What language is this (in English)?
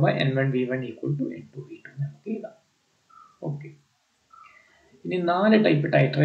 Malayalam